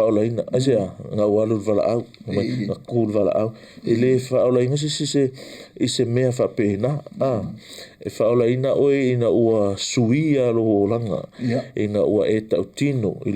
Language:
Samoan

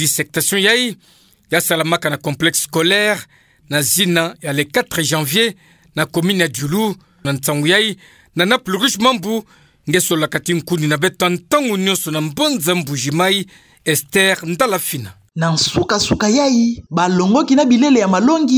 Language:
Kituba (Democratic Republic of Congo)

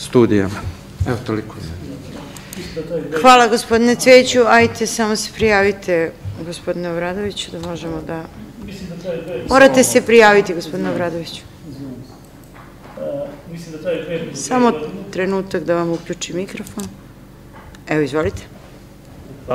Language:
Serbian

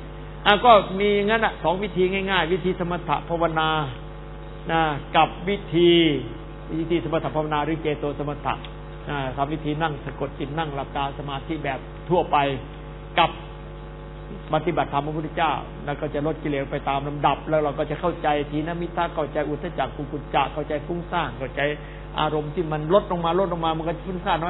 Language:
Thai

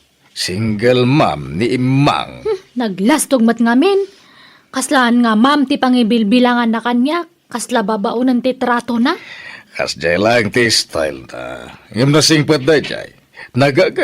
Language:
Iloko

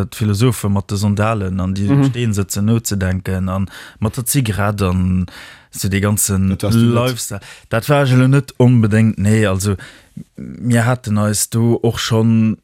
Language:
Luxembourgish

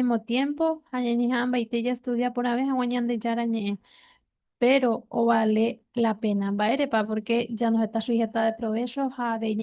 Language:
Guarani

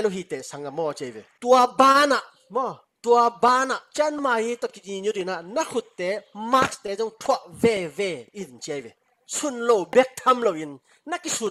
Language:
Tedim Chin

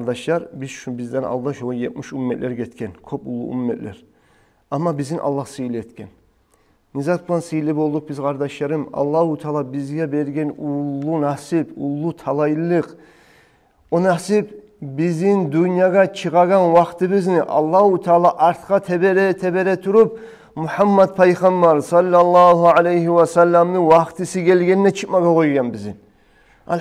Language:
Kumyk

